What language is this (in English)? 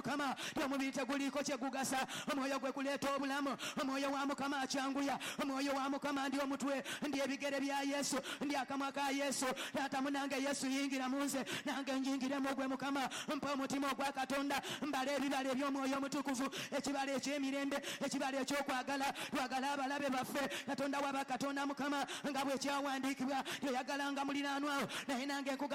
Ganda